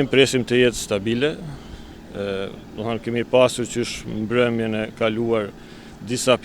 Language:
Albanian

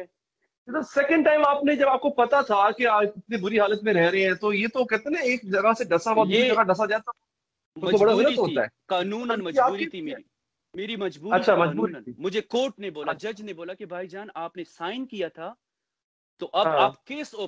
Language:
Urdu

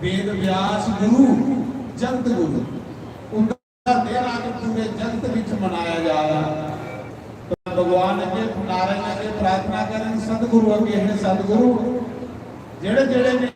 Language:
Dogri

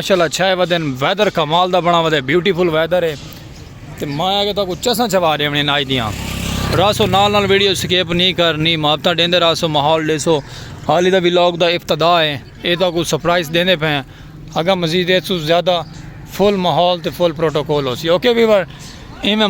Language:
Saraiki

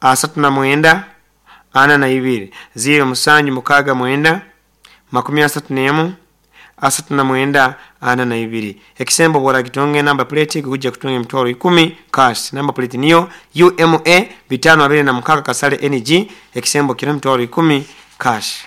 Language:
Nyoro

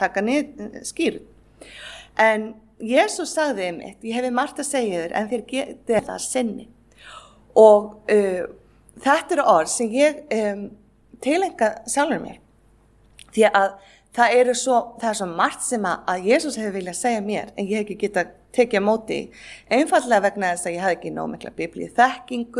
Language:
Icelandic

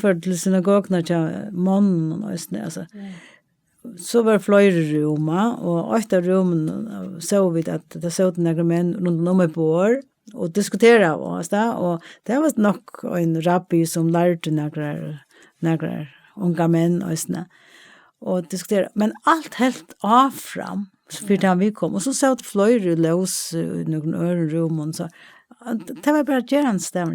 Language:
Faroese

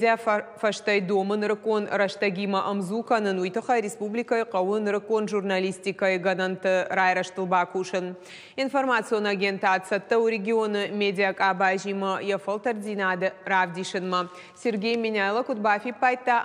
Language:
Ossetic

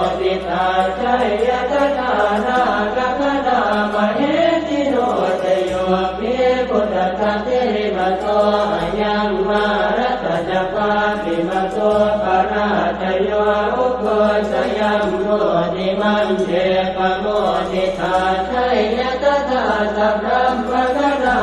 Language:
Pali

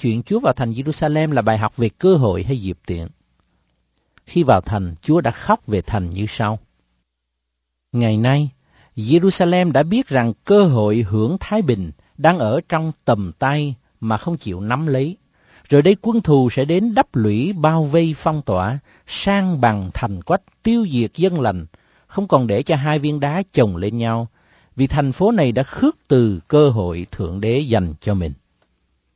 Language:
Vietnamese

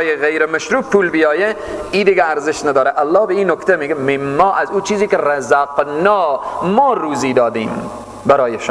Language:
Persian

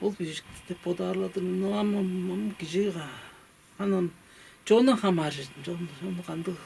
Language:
Tuvinian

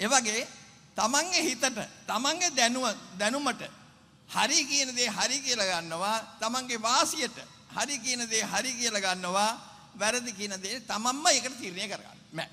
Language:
Sinhala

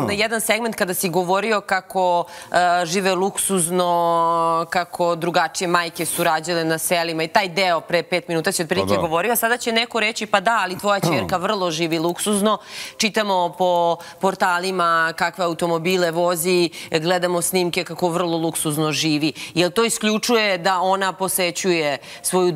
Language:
Serbian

